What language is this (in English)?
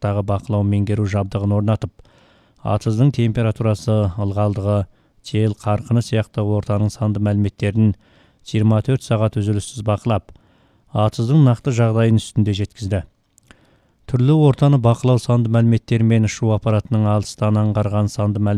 Kazakh